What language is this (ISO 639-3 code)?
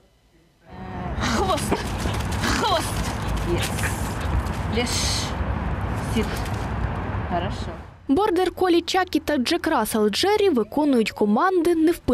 ukr